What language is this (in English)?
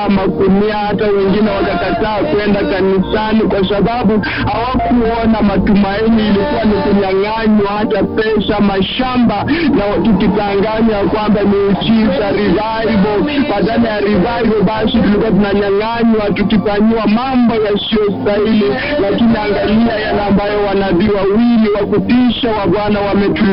Swahili